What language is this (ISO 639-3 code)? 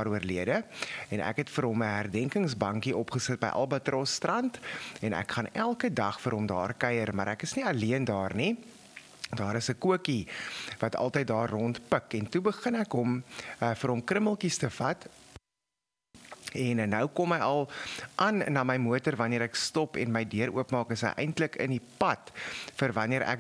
afr